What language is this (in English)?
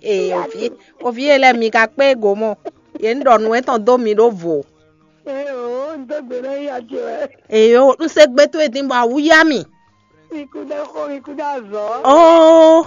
Fon